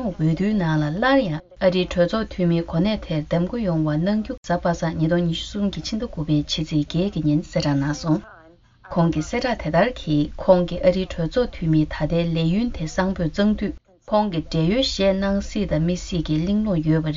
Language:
Tibetan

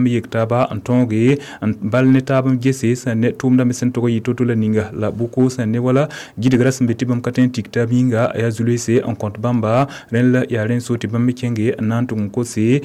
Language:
Mossi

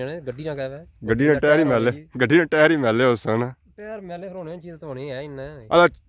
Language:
Pahari-Potwari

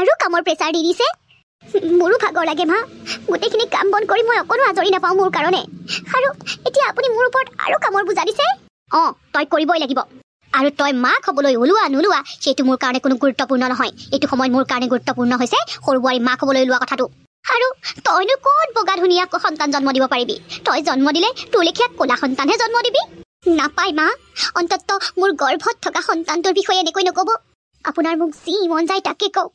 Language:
Assamese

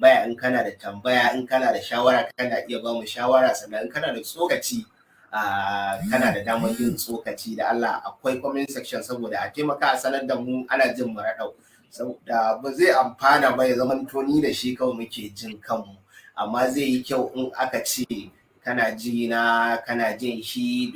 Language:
Hausa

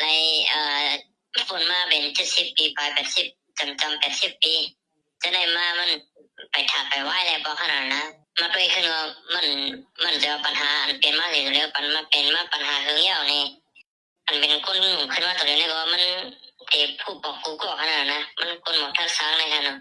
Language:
Shan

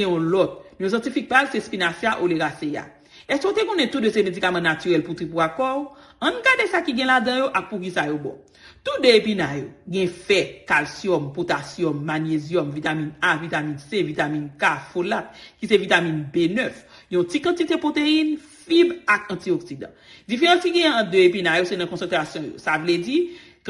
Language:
Haitian Creole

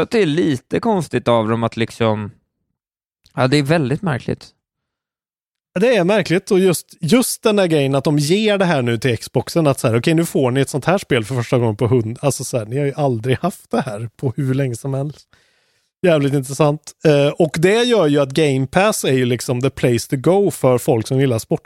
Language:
Swedish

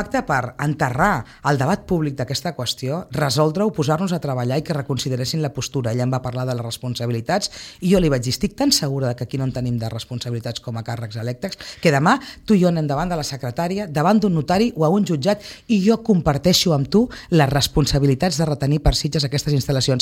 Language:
Catalan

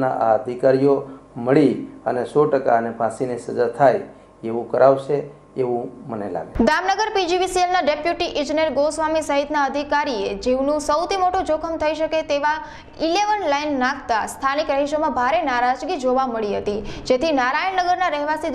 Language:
Gujarati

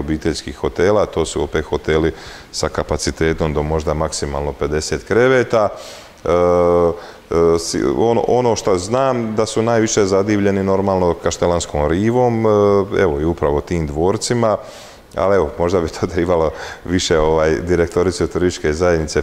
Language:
Croatian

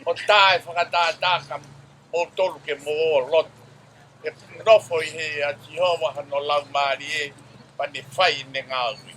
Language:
Tongan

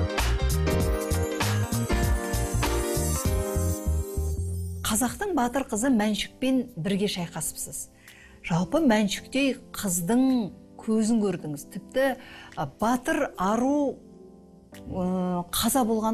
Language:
Kazakh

